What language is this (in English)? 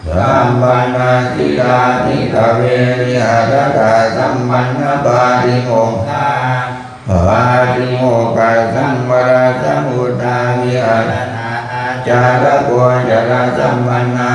Pali